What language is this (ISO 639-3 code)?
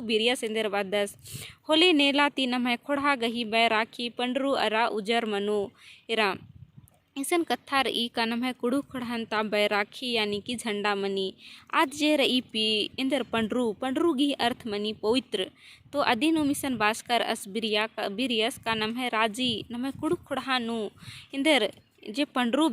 kru